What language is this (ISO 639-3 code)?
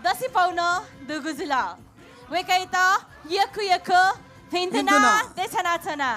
new